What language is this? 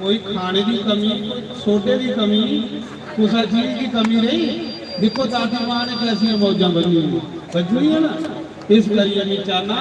Dogri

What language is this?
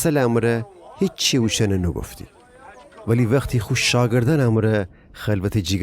Gilaki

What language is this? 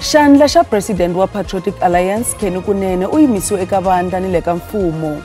Tsonga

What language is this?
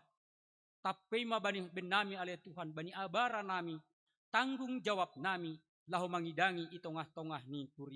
Batak Simalungun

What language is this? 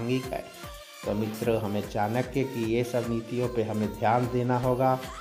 Hindi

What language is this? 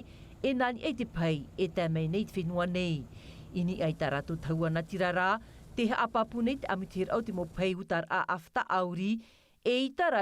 Tahitian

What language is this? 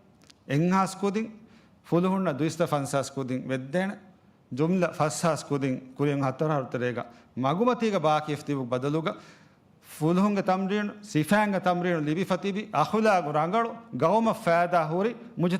Divehi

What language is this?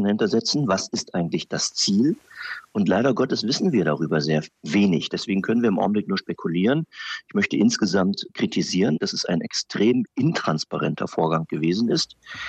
German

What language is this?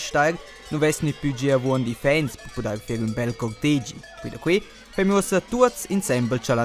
Romansh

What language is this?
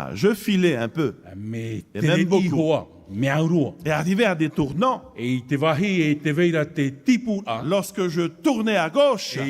Tahitian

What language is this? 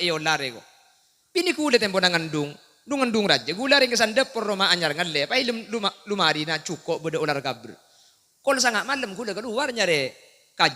Madurese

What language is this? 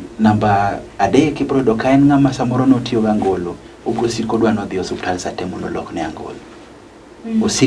Luo (Kenya and Tanzania)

